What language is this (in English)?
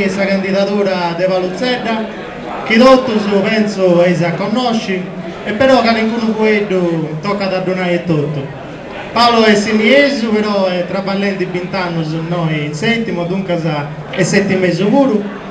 Sardinian